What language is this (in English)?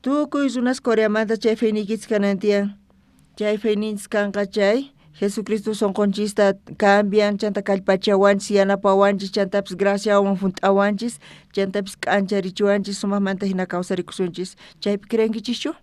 South Bolivian Quechua